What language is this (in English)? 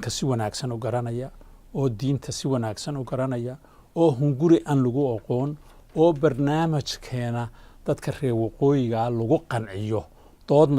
Somali